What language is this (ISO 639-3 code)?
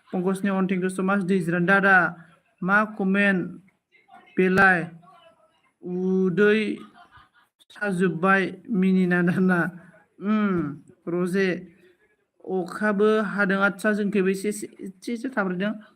brx